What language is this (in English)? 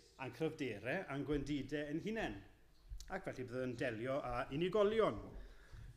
Welsh